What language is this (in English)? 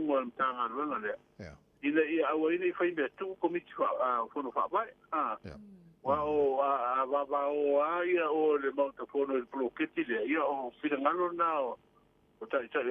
Samoan